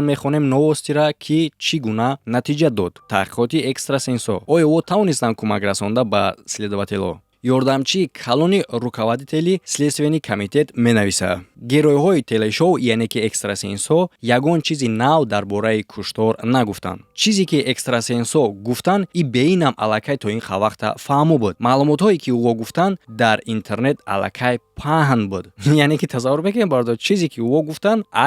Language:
Tajik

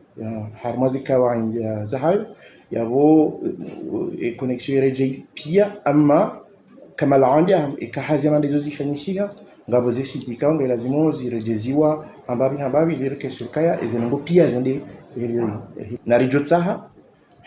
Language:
Ngazidja Comorian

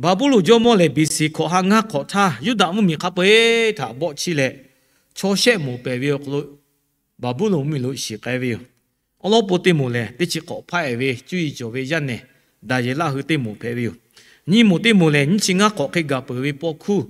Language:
Lahu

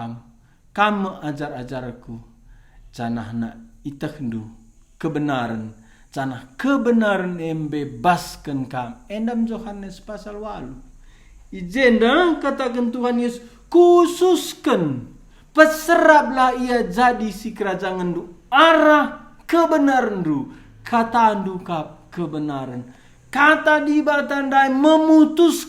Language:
Batak Karo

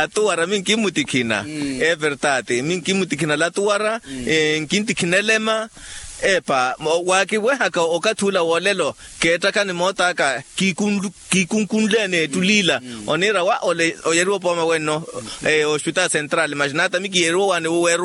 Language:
Makhuwa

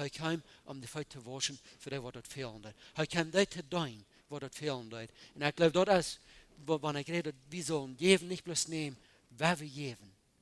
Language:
Plautdietsch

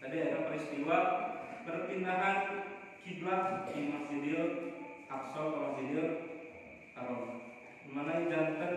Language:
Sundanese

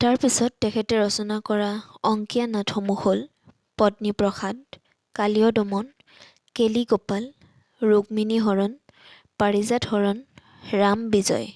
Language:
Assamese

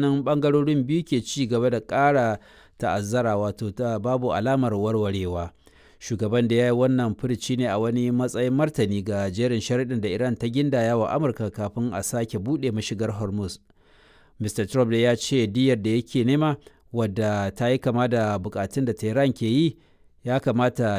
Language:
Hausa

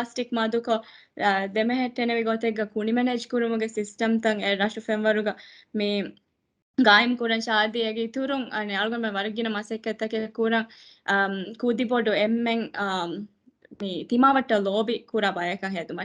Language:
Divehi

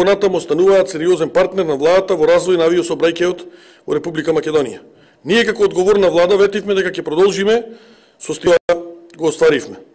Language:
Macedonian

